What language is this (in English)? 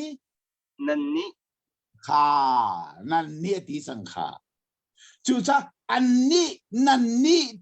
Hakha Chin